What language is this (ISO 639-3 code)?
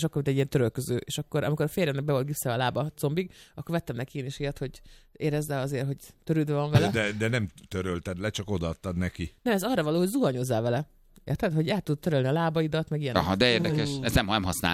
hun